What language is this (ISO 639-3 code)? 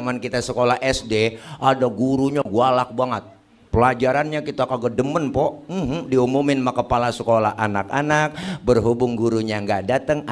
bew